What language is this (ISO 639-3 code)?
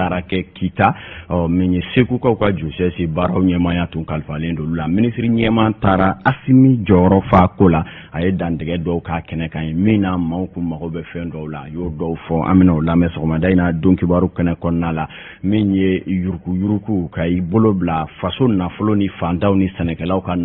bam